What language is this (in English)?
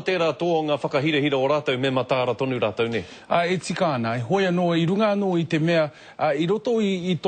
Māori